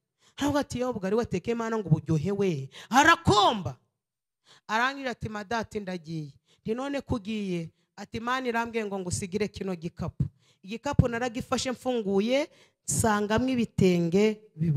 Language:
Kinyarwanda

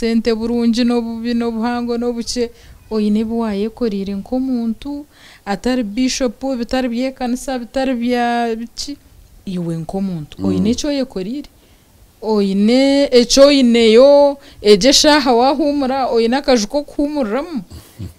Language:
Nyankole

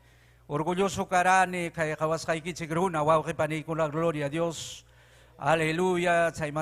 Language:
Ayacucho Quechua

